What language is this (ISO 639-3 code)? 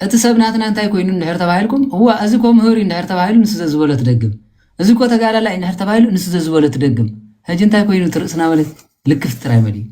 tir